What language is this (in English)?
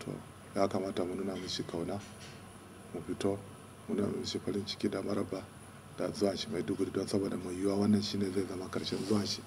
Hausa